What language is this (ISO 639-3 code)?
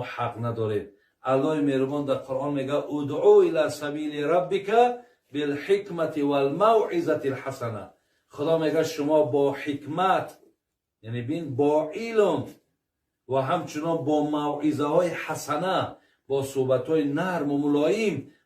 tgk